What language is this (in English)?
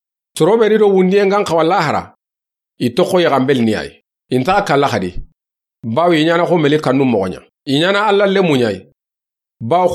Soninke